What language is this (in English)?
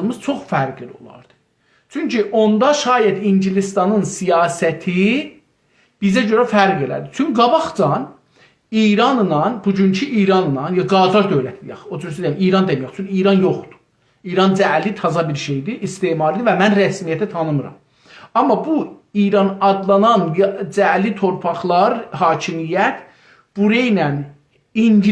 South Azerbaijani